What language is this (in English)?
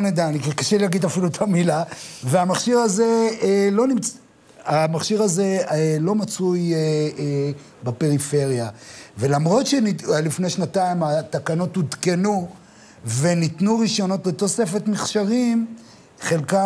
Hebrew